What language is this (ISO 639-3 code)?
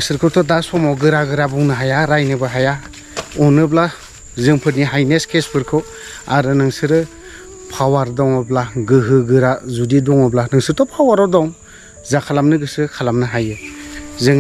brx